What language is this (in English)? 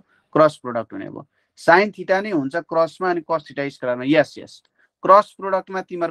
Nepali